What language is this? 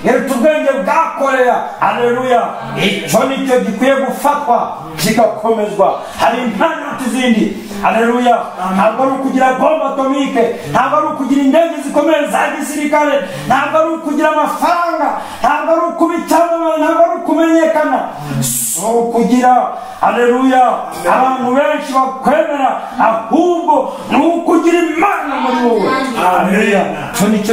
Kinyarwanda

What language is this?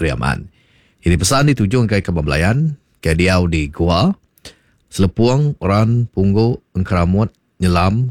Iban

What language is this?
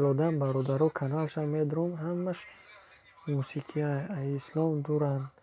Tajik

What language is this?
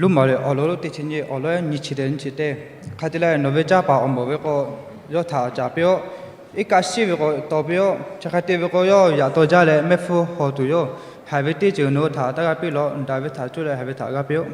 Lahu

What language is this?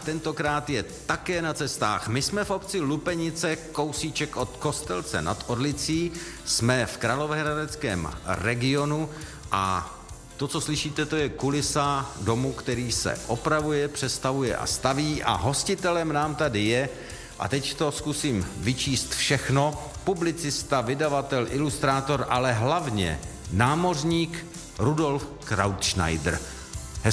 Czech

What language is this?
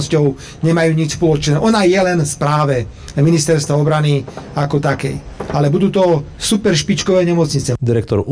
Slovak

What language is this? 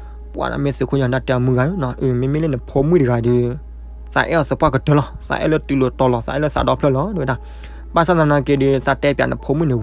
S'gaw Karen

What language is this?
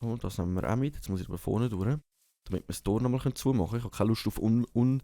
Swiss German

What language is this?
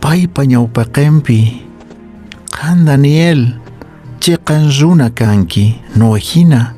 Quechua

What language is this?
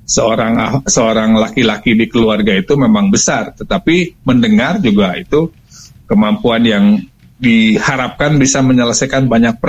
Indonesian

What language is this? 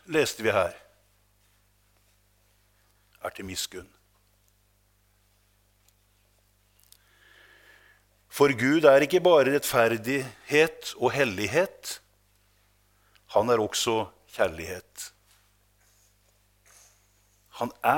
Norwegian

